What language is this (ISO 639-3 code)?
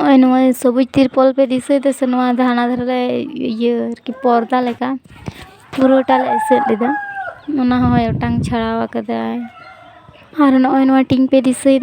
sat